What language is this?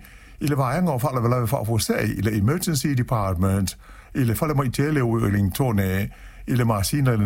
Samoan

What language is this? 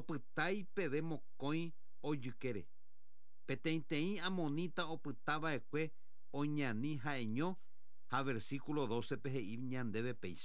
Guarani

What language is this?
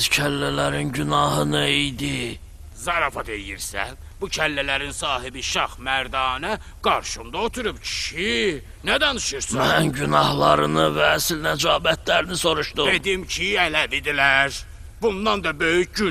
Azerbaijani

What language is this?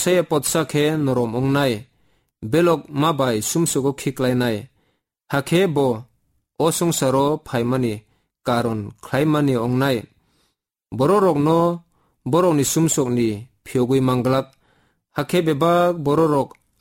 Kok Borok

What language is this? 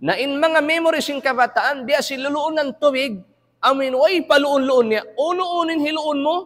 Tausug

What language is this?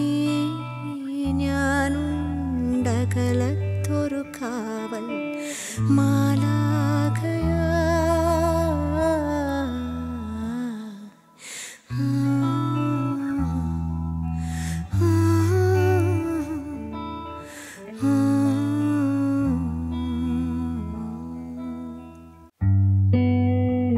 Malayalam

